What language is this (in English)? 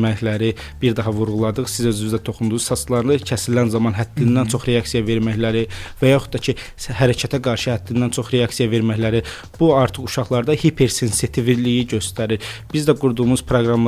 Azerbaijani